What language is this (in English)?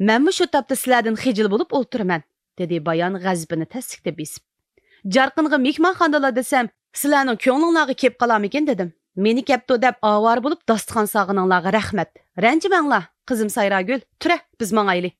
Uyghur